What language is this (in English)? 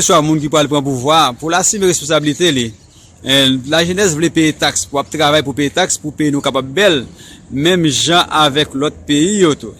Haitian Creole